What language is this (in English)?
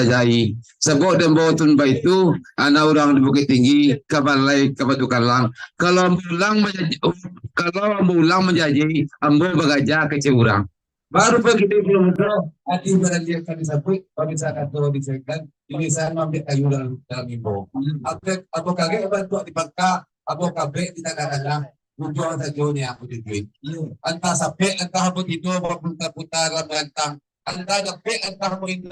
Minangkabau